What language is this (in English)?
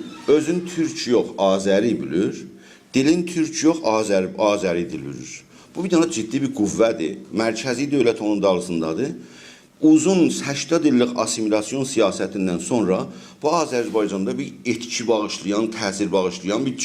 South Azerbaijani